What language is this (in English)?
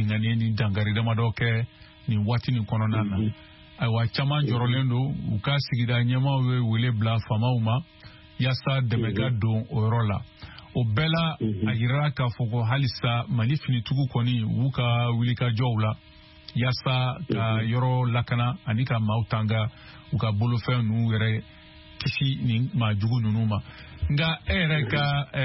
Bambara